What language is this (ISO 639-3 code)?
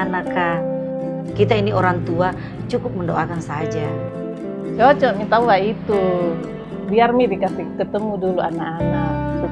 mfp